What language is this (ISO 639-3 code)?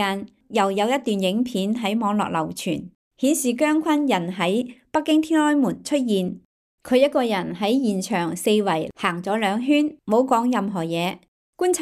yue